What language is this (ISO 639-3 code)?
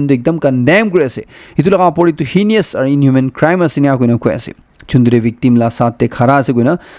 nag